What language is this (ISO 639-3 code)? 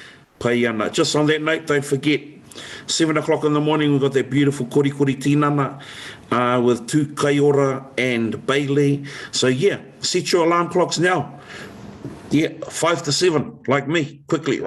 mri